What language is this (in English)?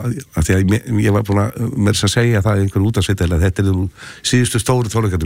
Icelandic